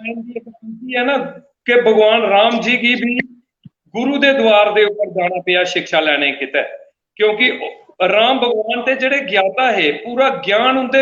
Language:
Dogri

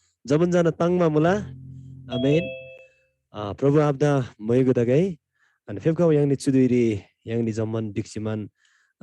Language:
Eastern Tamang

